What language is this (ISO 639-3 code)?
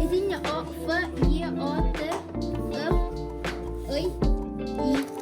sah